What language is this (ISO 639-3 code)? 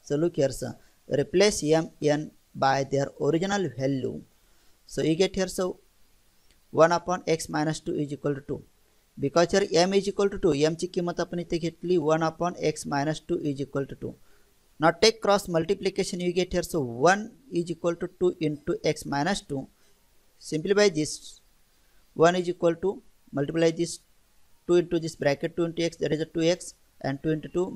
mar